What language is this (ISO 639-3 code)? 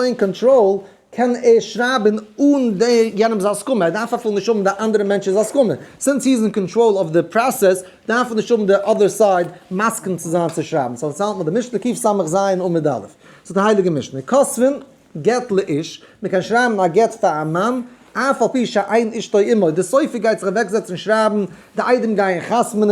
yid